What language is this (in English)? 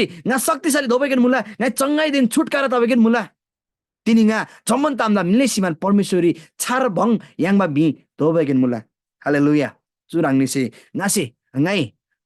Eastern Tamang